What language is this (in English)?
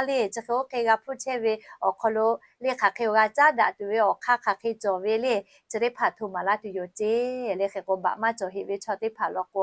Lahu